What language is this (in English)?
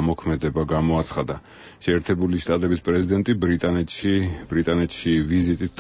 Georgian